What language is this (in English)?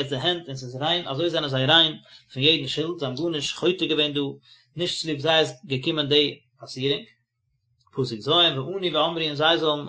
Yiddish